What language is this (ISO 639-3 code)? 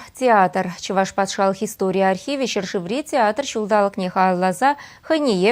chv